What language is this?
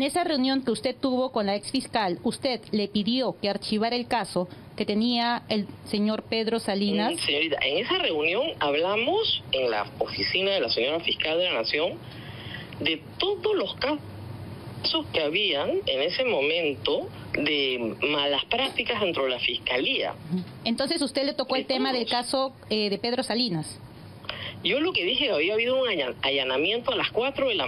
Spanish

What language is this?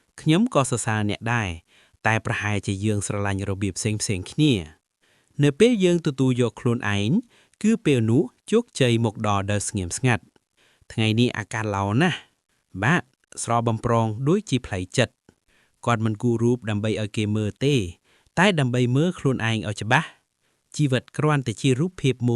Khmer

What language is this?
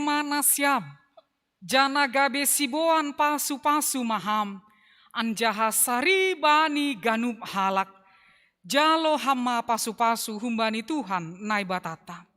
Batak Simalungun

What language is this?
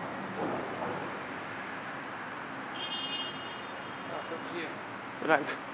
Dutch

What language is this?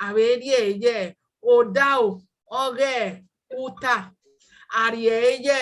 Bini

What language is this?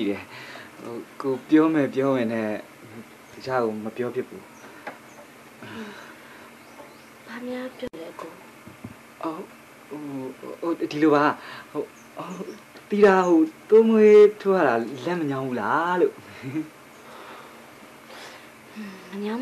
Burmese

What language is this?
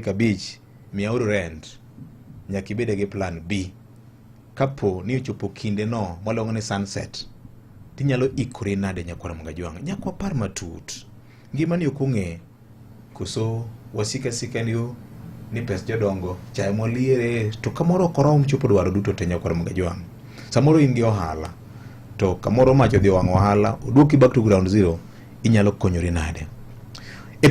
Luo (Kenya and Tanzania)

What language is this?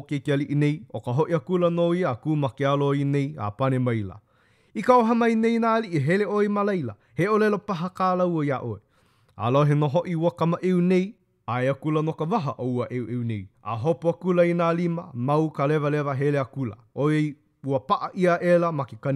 Hawaiian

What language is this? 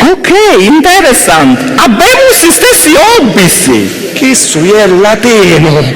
Sicilian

